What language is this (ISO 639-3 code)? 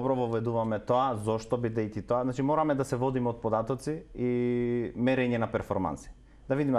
mkd